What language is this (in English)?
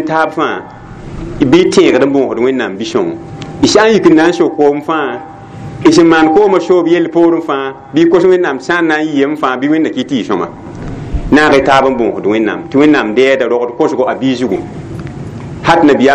Mossi